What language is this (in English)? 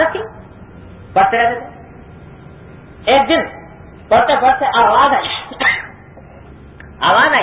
Urdu